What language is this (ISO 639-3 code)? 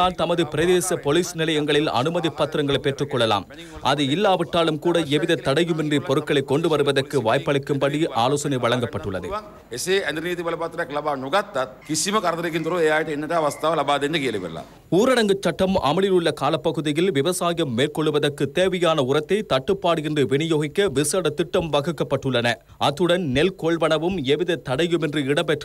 tam